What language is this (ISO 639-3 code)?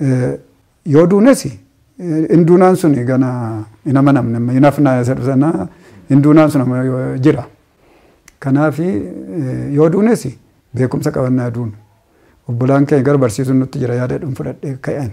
orm